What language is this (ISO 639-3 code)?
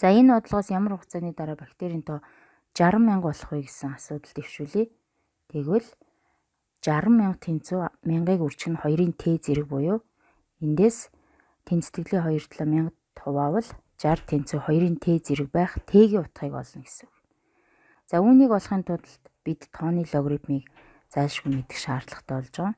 mon